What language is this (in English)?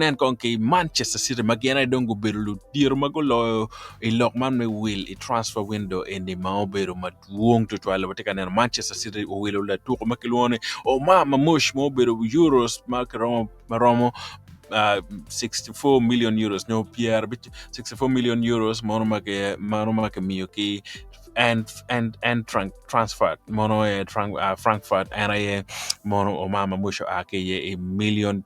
Acoli